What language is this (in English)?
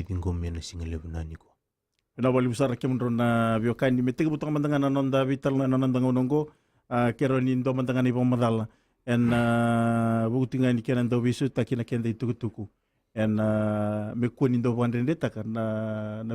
Fijian